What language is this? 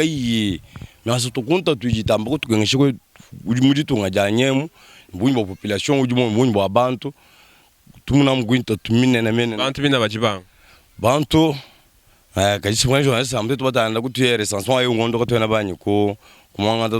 Luba-Lulua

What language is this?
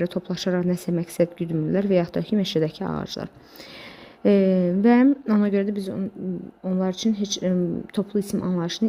Azerbaijani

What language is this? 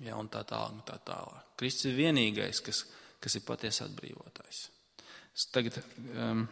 Latvian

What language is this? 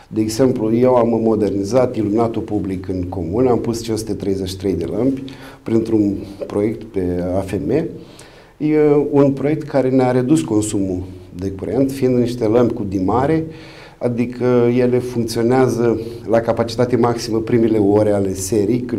Romanian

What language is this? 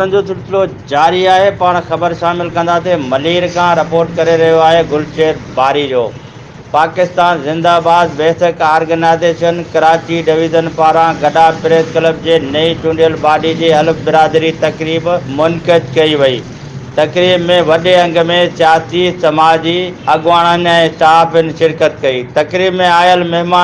Sindhi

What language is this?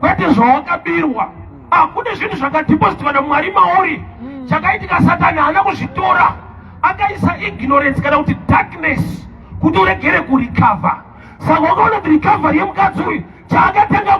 Shona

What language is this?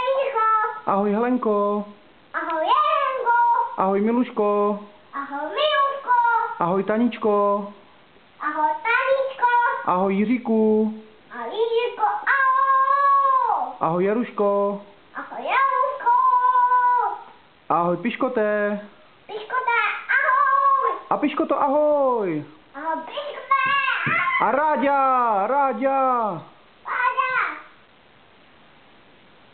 Czech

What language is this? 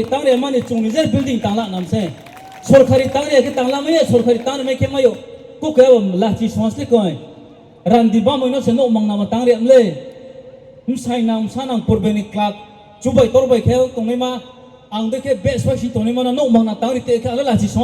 Riang (India)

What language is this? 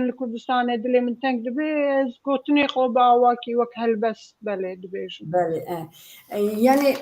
Kurdish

